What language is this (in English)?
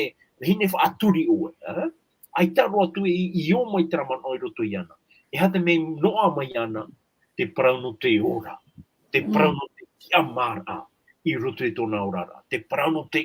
Tahitian